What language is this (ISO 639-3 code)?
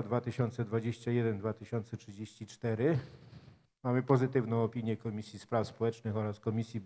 pol